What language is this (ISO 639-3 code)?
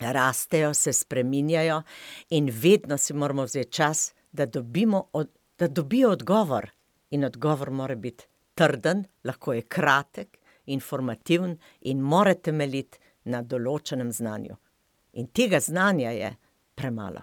slv